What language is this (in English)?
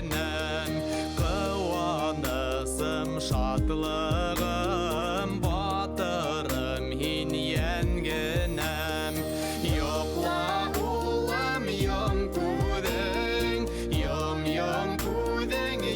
Bashkir